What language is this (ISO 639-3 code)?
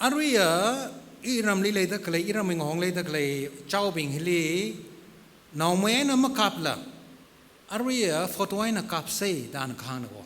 nmf